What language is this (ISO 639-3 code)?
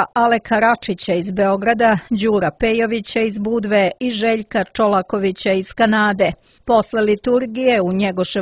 srp